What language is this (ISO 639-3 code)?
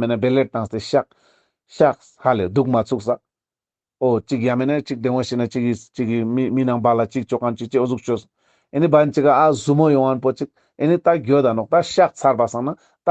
lbj